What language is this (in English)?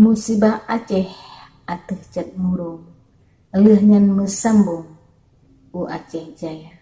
Achinese